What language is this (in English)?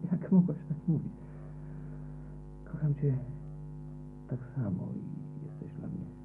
Polish